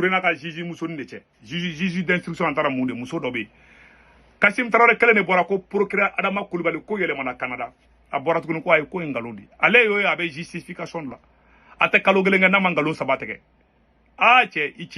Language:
Bambara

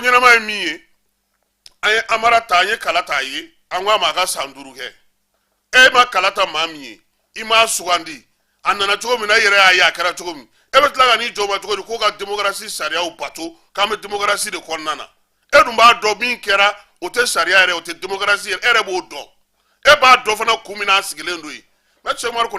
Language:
Bambara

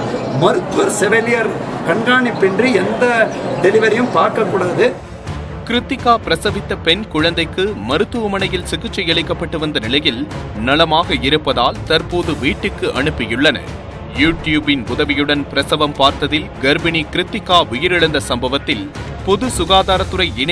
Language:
Tamil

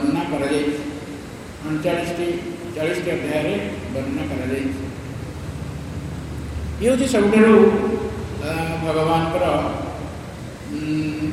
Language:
Odia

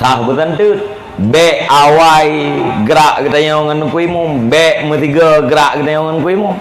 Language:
Achinese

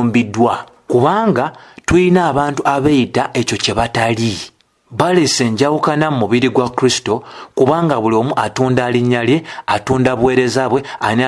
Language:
Ganda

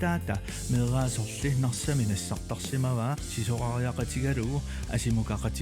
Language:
Kalaallisut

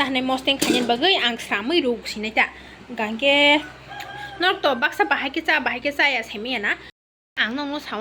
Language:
Kok Borok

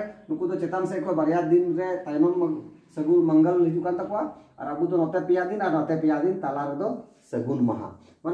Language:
Santali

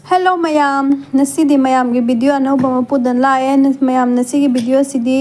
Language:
Manipuri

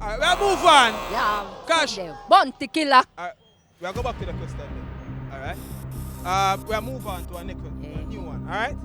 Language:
Jamaican Creole English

